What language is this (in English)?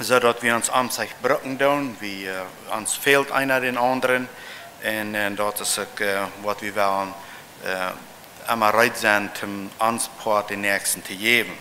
Plautdietsch